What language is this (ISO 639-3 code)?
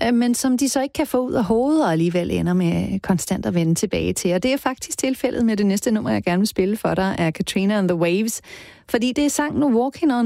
dan